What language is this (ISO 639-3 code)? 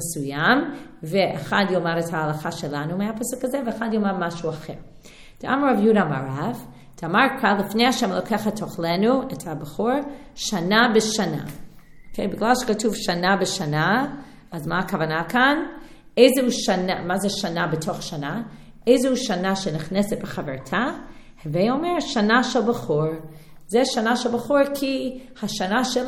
heb